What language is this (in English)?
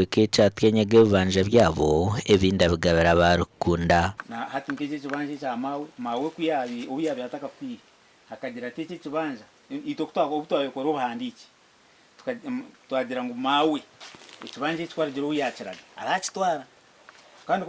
Nyankole